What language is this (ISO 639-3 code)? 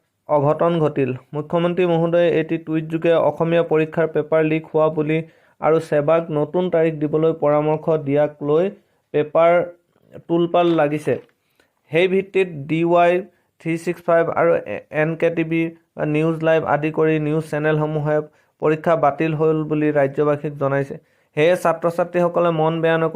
asm